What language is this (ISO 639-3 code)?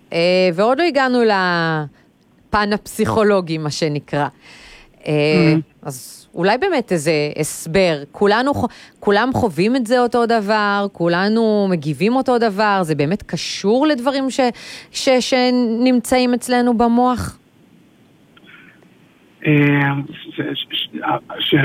heb